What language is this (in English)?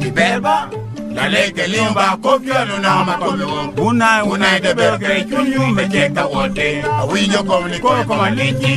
Lango (Uganda)